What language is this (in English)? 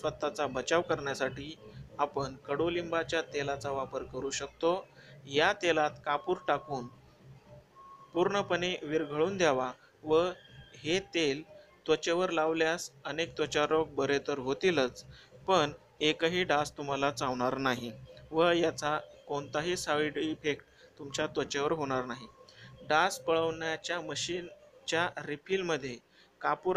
Marathi